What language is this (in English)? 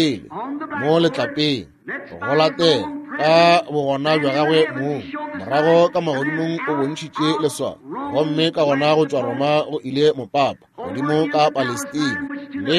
Northern Sotho